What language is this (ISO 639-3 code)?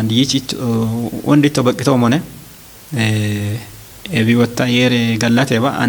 kbr